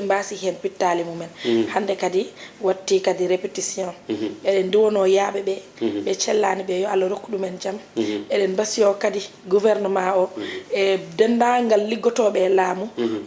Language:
Fula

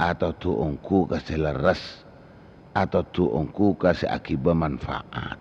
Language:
Madurese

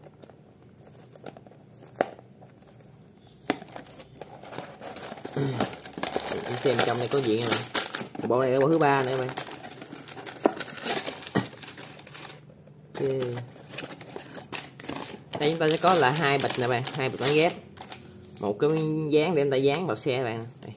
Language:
Vietnamese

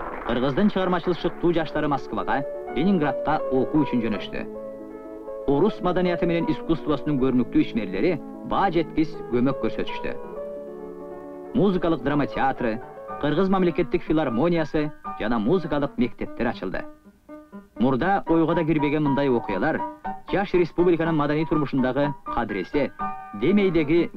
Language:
Kyrgyz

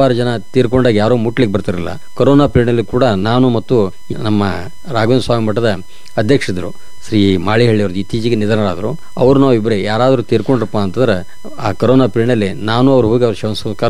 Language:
Kannada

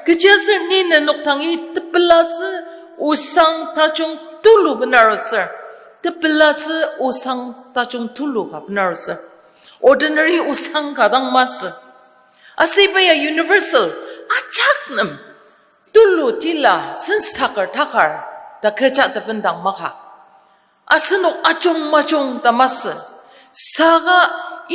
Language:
Ao Naga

